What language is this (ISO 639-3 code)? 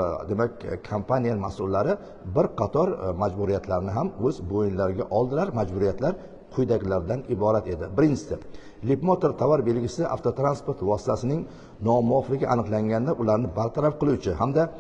uzb